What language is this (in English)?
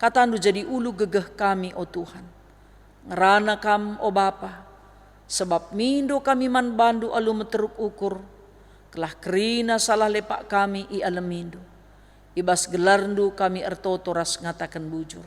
Batak Karo